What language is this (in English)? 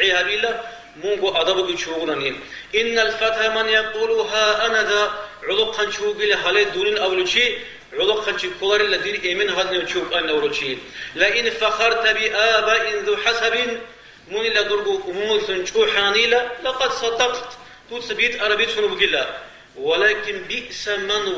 Avaric